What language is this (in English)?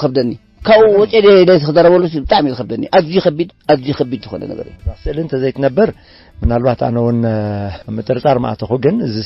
Tigrinya